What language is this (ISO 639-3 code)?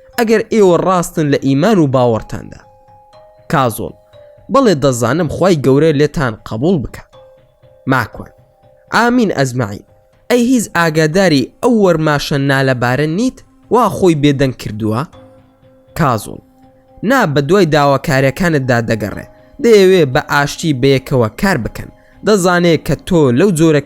ckb